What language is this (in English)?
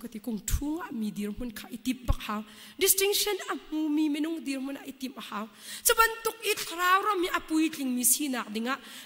Hakha Chin